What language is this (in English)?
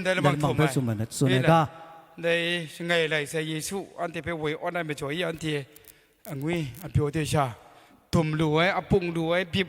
Kachin